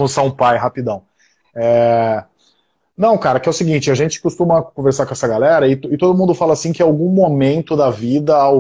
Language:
Portuguese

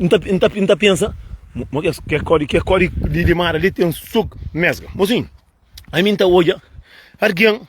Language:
Kabuverdianu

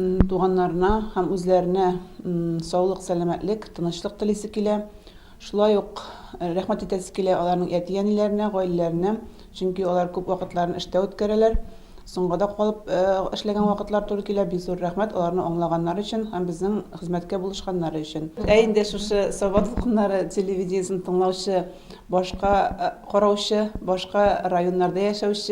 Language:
Tatar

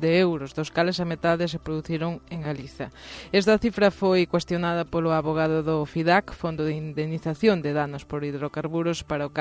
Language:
Galician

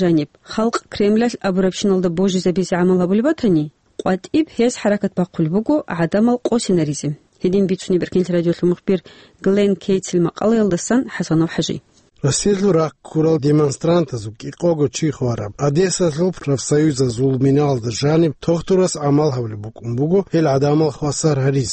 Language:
Avaric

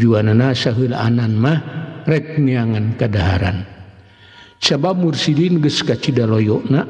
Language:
Sundanese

